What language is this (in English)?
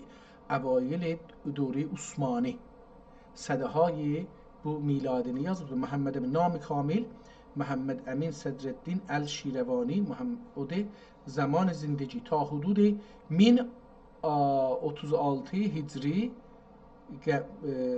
South Azerbaijani